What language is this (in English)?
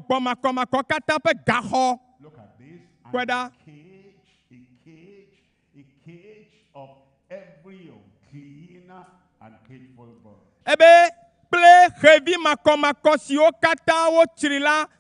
Ewe